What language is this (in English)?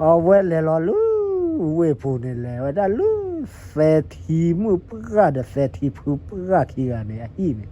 S'gaw Karen